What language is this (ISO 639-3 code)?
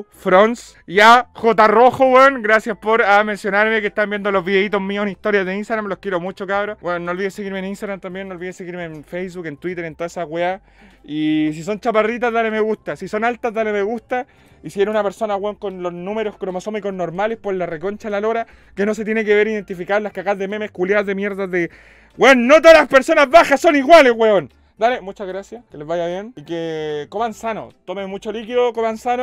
spa